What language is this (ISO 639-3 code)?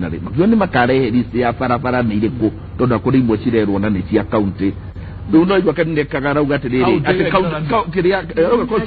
kik